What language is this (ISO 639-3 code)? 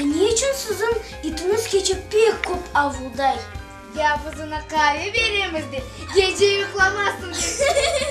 crh